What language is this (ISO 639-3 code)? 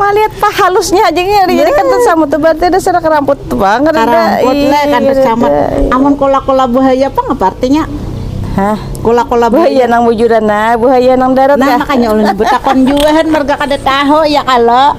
bjn